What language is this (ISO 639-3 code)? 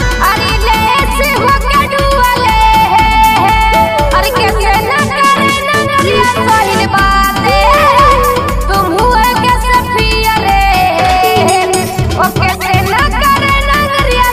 bho